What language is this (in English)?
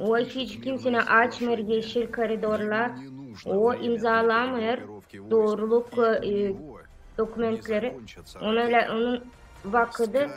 Gagauz